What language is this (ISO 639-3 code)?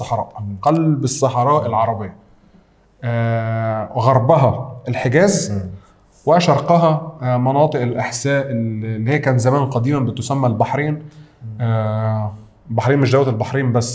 arz